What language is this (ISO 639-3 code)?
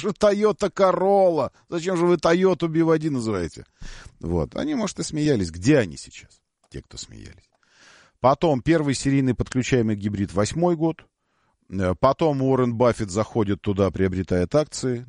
rus